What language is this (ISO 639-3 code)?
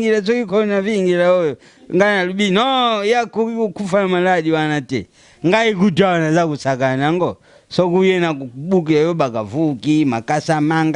lin